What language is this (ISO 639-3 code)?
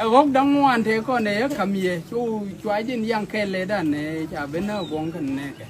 nus